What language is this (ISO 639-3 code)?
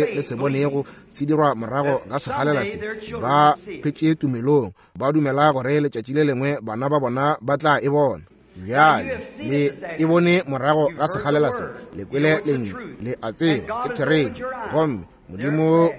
nso